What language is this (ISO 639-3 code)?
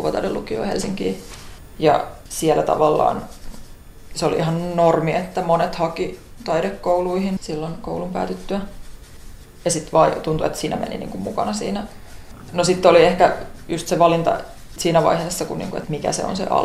fin